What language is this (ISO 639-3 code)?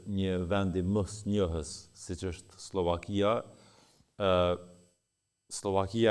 sqi